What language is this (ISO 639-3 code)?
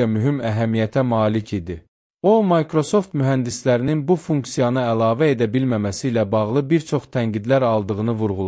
aze